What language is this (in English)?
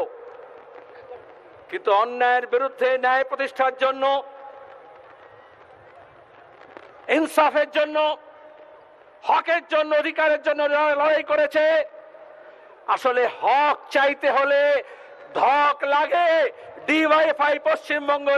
Bangla